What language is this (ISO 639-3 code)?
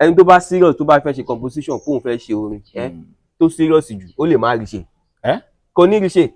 yor